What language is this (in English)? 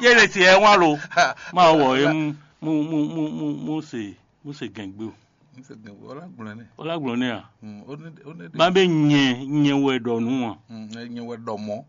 Fon